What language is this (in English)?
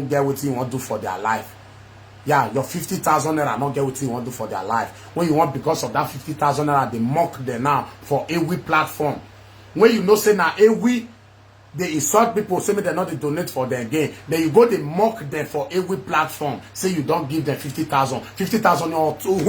Nigerian Pidgin